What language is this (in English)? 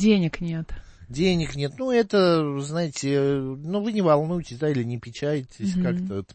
Russian